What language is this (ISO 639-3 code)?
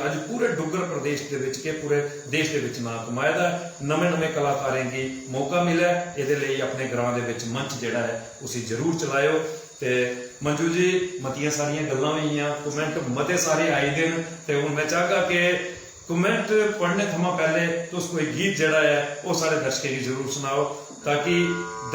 doi